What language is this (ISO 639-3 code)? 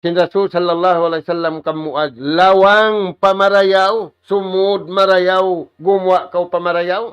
tsg